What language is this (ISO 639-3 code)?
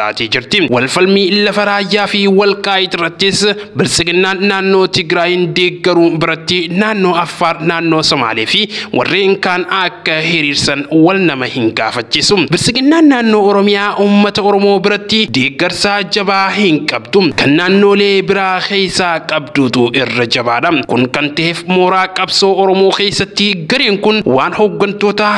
orm